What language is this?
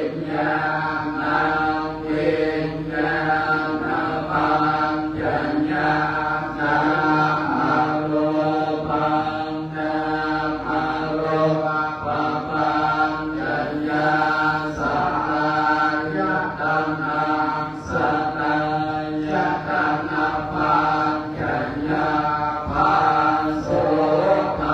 Pali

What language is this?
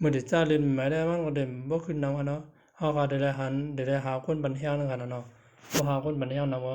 Shan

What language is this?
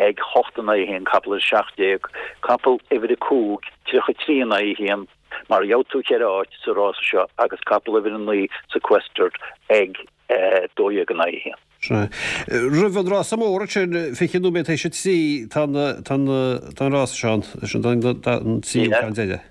Irish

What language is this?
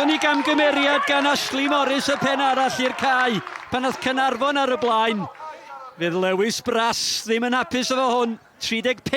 Welsh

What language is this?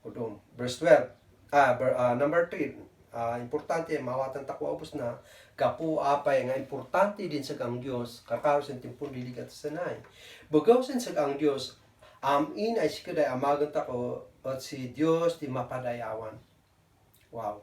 Kankanaey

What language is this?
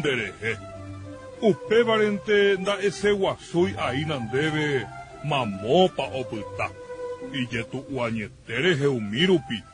Guarani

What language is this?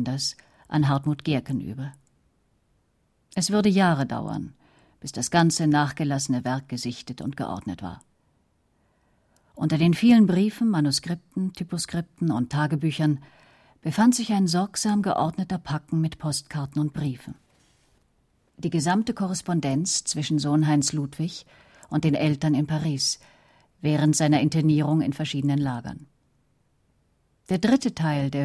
German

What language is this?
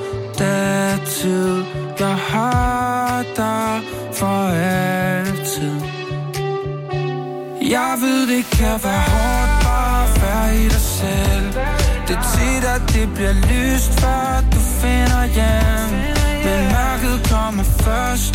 Danish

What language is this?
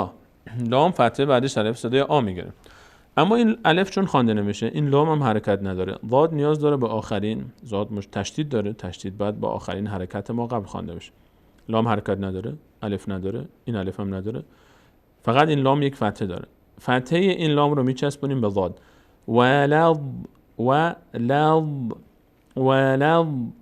Persian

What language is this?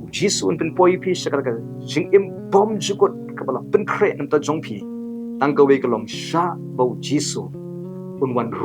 Khasi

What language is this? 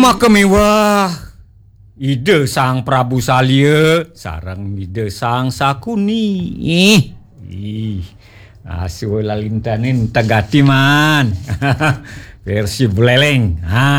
Balinese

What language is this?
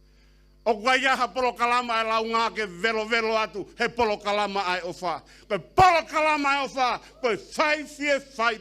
Tongan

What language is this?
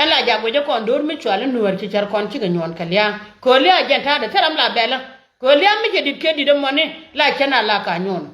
Nuer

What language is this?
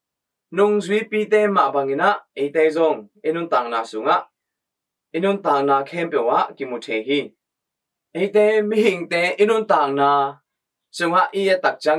Tedim Chin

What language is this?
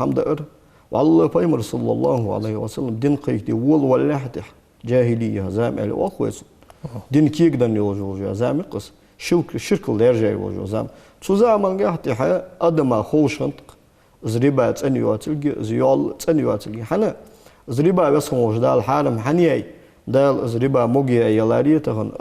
Ingush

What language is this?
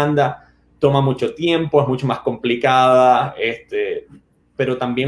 Spanish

